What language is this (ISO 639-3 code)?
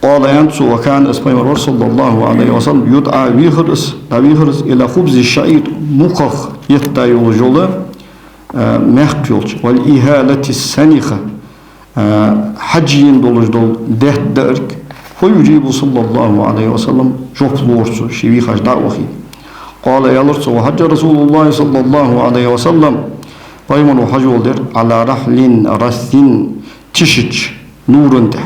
inh